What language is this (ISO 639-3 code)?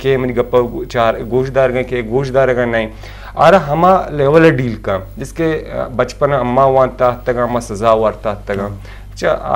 bgp